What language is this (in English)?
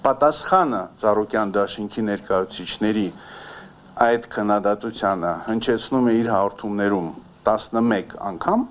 Armenian